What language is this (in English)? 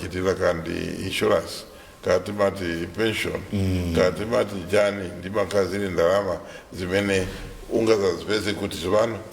Nyanja